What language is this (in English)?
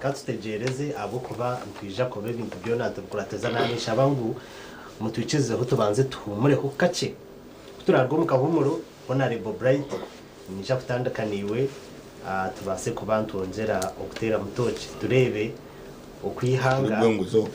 Nyankole